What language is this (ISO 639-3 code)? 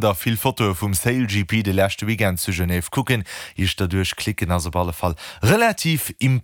ltz